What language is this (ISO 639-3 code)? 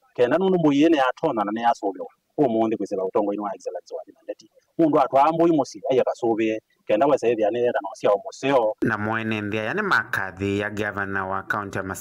kam